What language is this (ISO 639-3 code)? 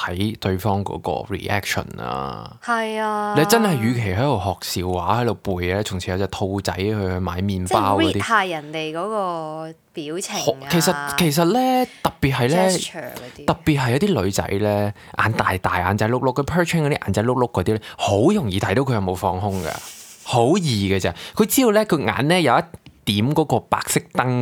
yue